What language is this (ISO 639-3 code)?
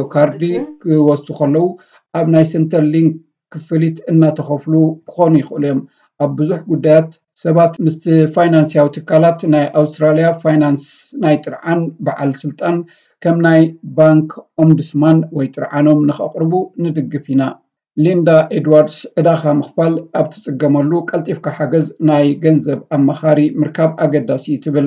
tir